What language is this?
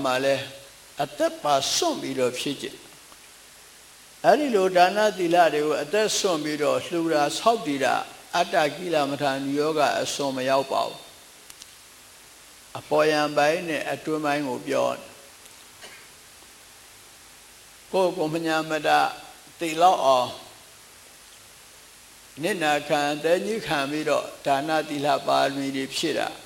Burmese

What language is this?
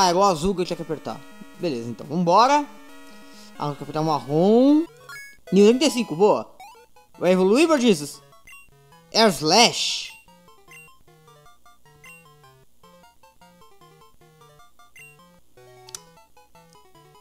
Portuguese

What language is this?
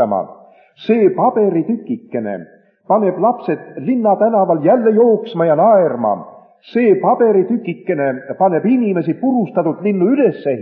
Estonian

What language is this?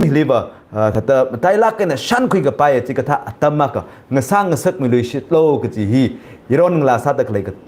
Tangkhul Naga (India)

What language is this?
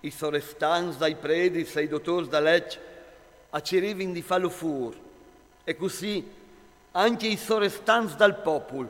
Friulian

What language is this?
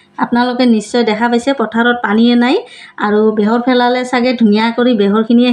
Assamese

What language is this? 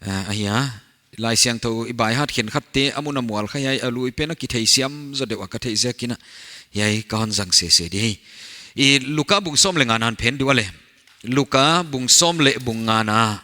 Paite Chin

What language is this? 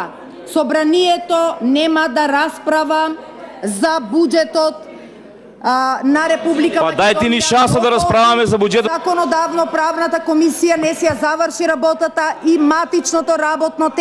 Macedonian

